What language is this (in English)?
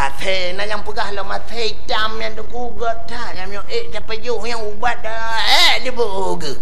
Achinese